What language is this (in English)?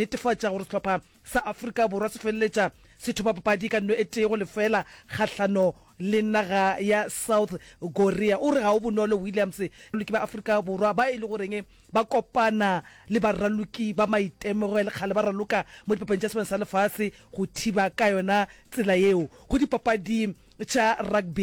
Northern Sotho